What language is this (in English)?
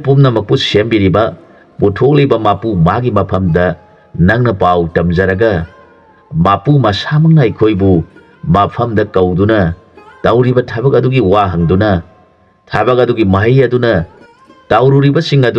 Manipuri